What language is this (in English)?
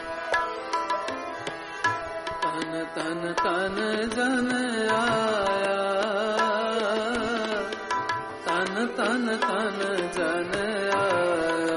Hindi